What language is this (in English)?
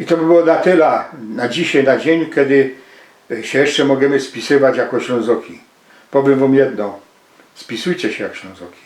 Silesian